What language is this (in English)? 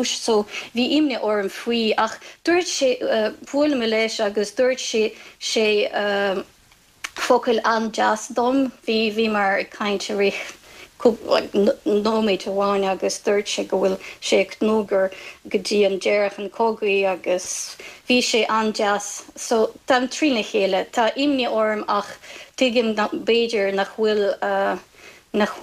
Irish